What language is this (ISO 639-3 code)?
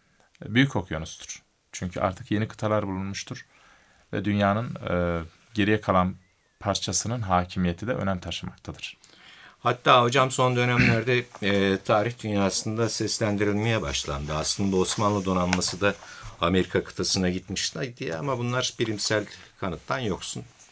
tur